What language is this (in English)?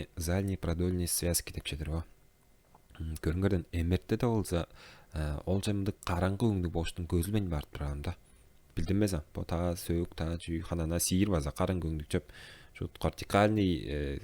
Tuvinian